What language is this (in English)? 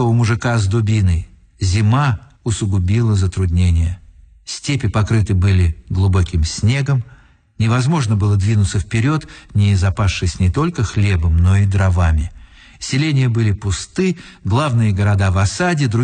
Russian